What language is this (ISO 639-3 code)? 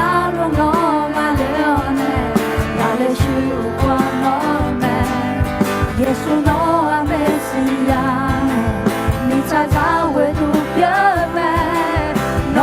ahk